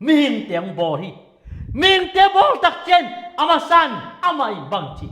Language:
Tedim Chin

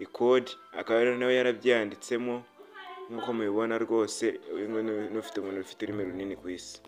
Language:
Kinyarwanda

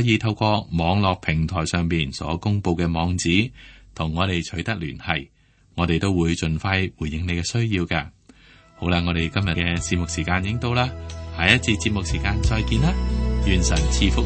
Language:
Cantonese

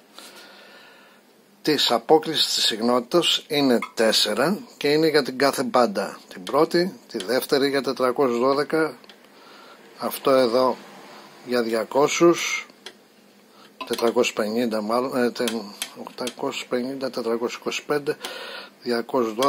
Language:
Greek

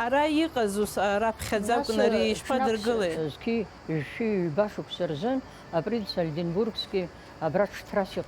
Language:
Abkhazian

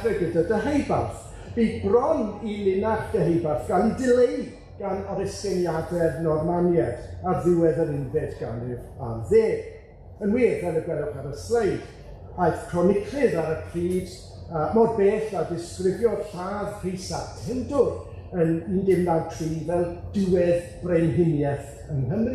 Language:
Welsh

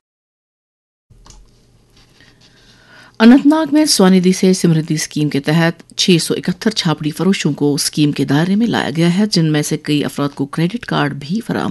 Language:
Urdu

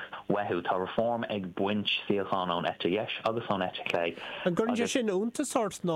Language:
Irish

